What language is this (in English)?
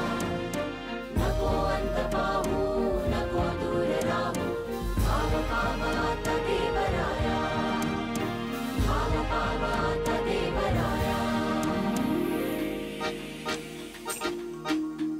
Marathi